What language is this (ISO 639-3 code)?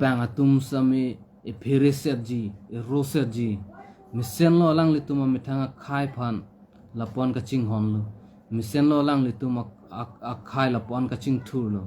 mjw